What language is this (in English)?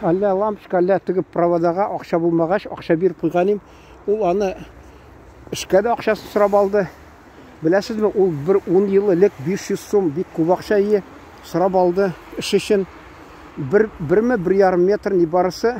Tatar